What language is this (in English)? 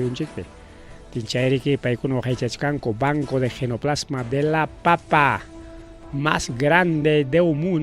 Ayacucho Quechua